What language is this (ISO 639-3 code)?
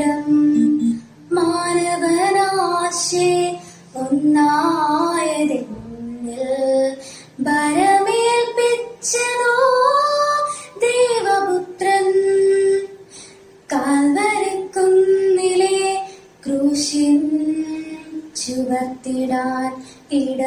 mal